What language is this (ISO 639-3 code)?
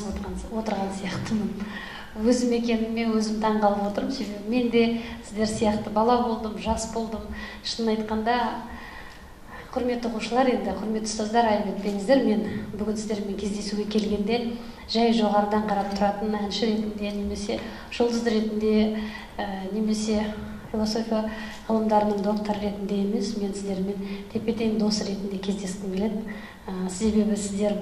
kaz